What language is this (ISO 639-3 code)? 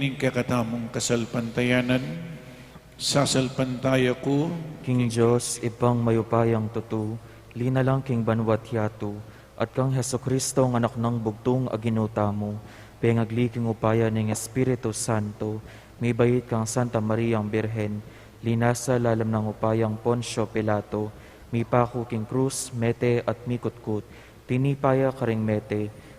pam